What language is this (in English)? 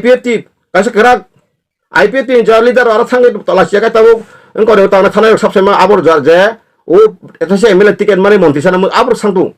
Kok Borok